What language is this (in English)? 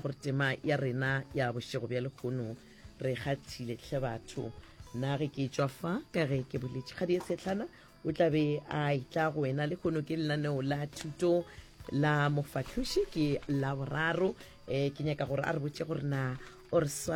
Northern Sotho